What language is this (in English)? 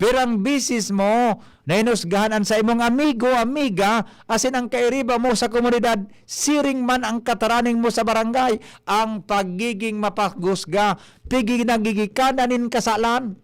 Bikol